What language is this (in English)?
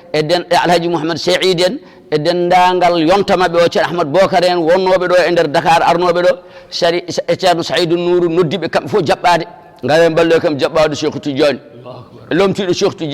Fula